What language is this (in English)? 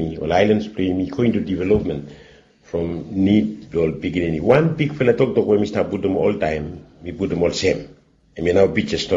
Bislama